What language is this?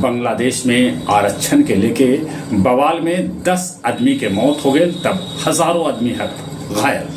Magahi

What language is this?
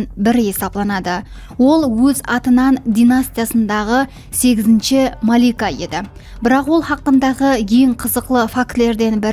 Kara-Kalpak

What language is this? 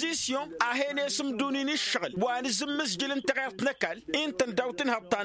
Tamasheq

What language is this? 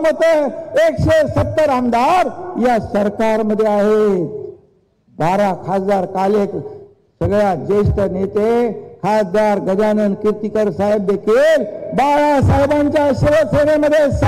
Marathi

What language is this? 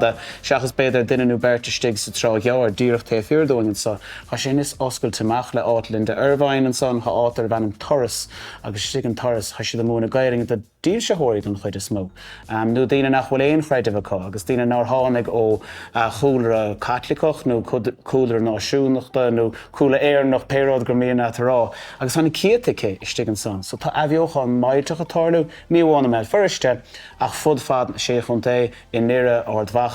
Irish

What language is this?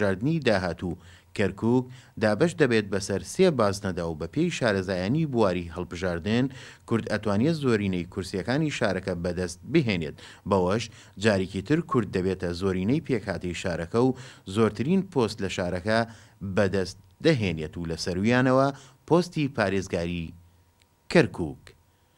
Central Kurdish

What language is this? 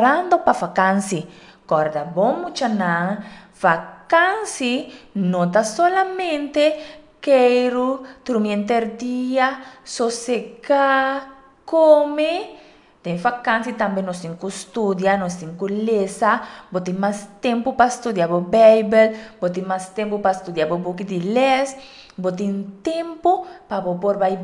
Papiamento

